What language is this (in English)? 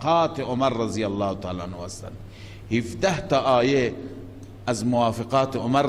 Persian